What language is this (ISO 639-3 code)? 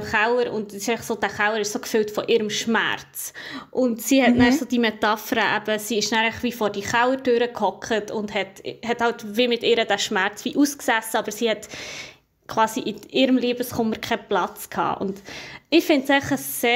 gsw